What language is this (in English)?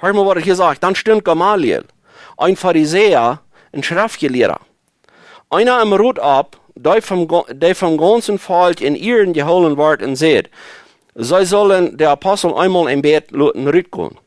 Plautdietsch